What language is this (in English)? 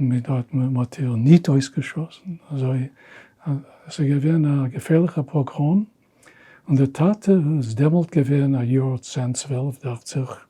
Yiddish